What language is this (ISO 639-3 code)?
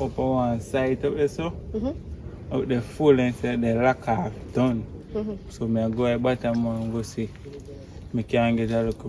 jam